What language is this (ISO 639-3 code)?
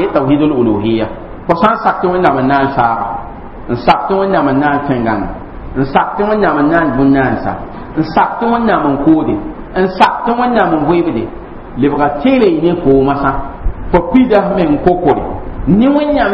mos